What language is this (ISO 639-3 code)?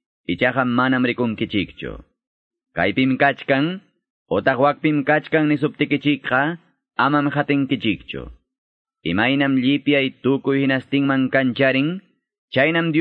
quy